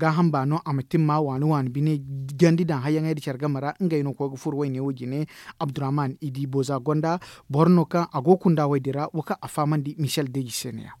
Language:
Zarma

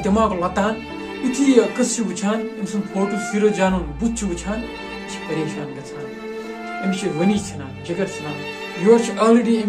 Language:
Kashmiri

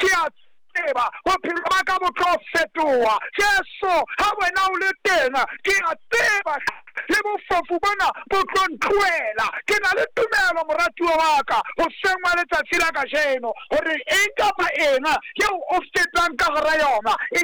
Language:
Southern Sotho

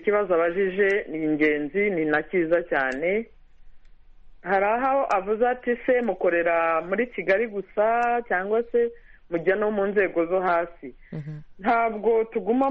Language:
Kinyarwanda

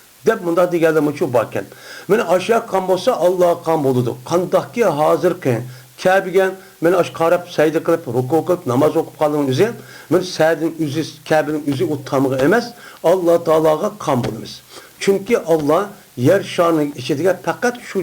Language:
Uyghur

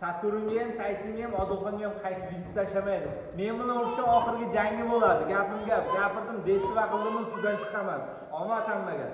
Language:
Uzbek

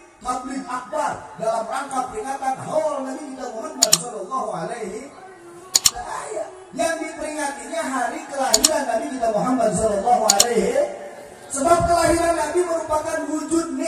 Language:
Indonesian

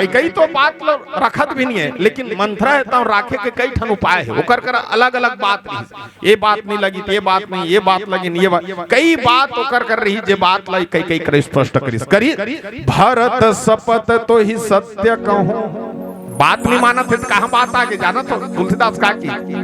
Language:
Chhattisgarhi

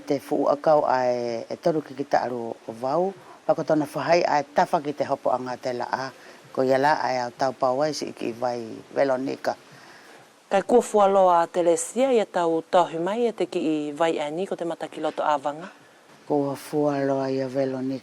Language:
Wallisian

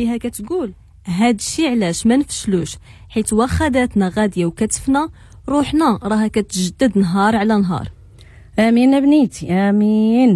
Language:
Moroccan Arabic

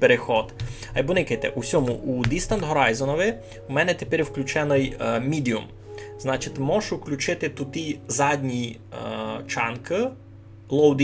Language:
Rusyn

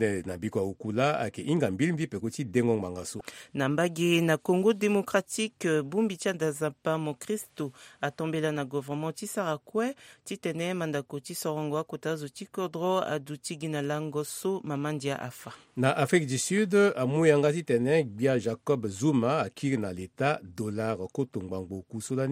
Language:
Sango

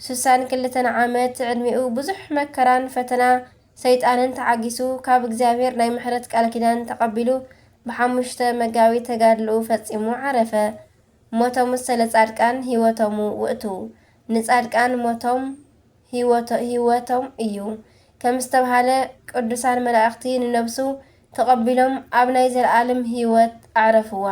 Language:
Tigrinya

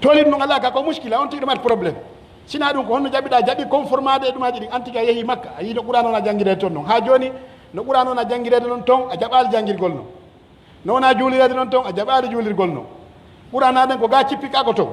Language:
Pular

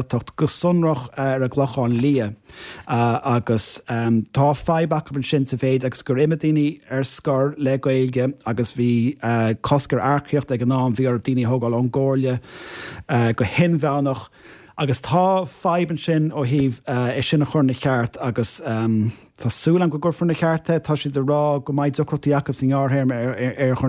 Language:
Irish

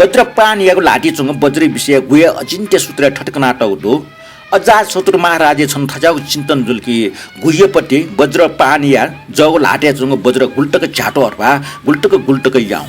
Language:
Newari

